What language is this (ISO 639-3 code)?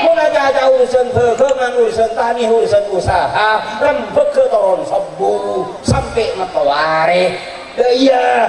mad